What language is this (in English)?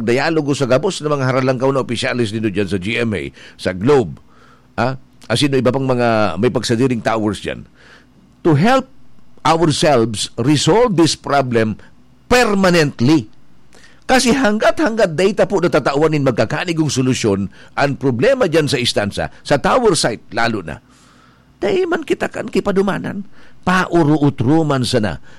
Bikol